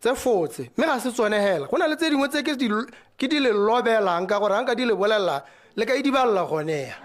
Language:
Tswana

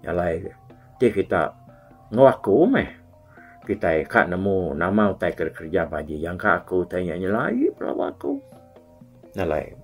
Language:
Iban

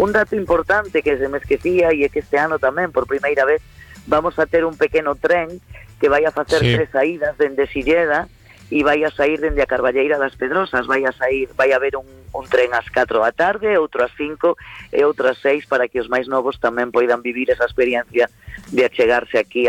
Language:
Galician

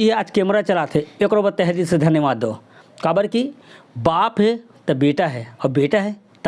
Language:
Chhattisgarhi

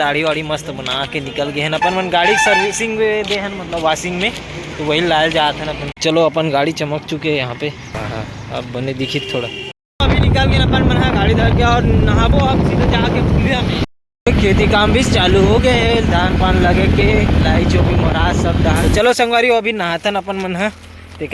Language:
Chhattisgarhi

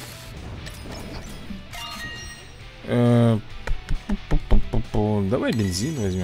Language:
Russian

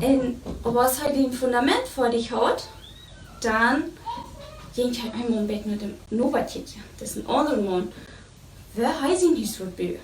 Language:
Plautdietsch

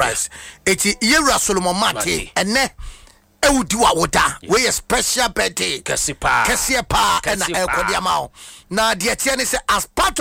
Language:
Akan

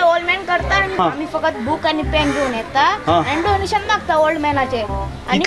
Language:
Konkani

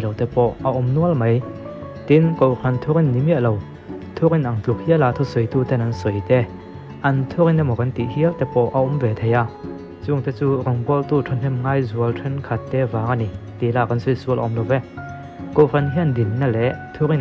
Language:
Mizo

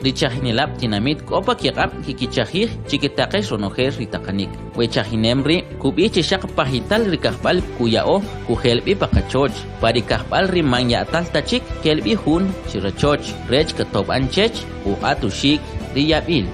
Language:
Kʼicheʼ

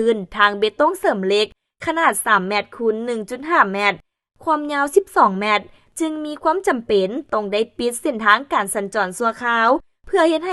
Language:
Lao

